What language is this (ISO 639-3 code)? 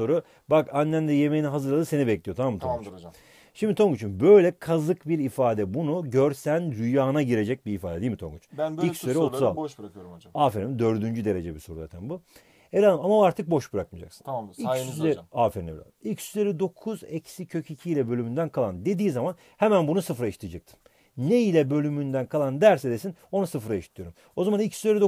tur